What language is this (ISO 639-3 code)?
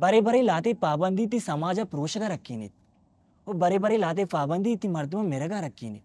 bal